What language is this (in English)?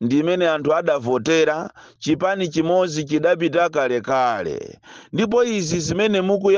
Nyanja